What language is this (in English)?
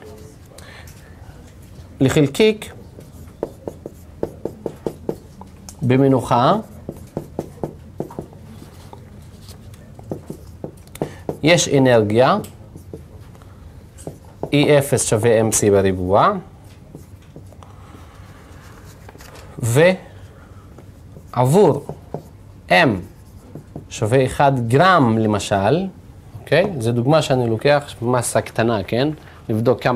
Hebrew